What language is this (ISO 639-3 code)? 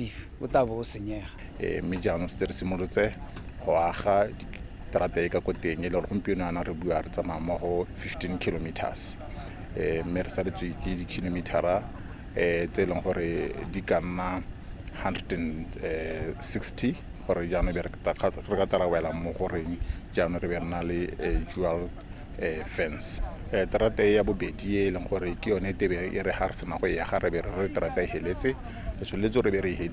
tsn